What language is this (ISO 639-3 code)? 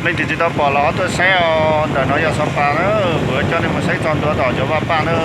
hmn